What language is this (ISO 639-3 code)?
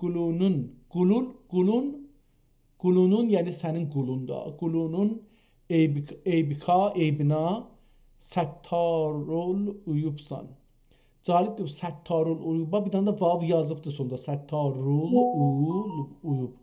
azb